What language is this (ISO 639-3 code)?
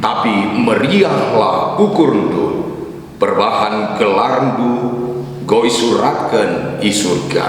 btx